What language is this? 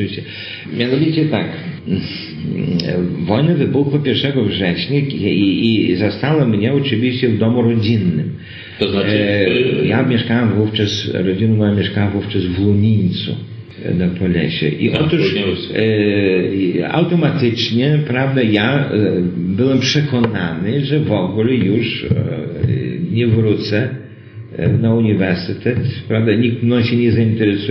Polish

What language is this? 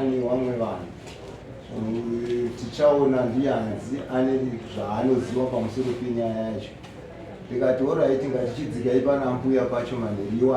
Shona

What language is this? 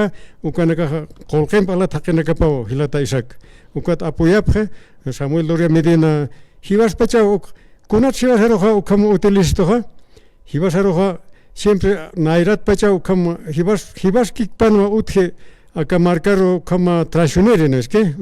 Aymara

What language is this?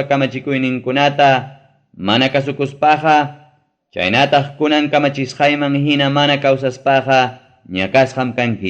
Ayacucho Quechua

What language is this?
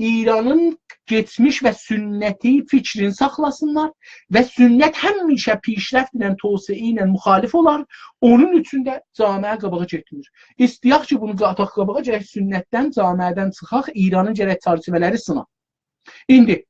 South Azerbaijani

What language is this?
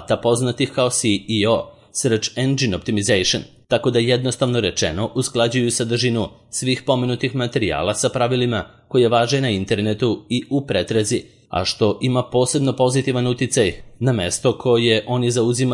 Serbian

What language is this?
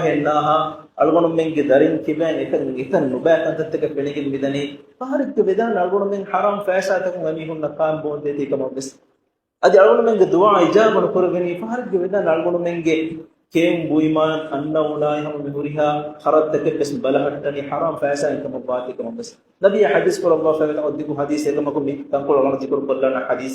Divehi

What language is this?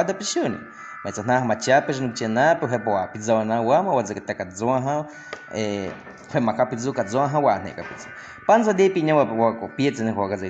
Baniwa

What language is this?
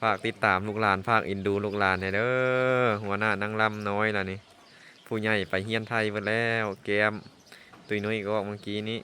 Lao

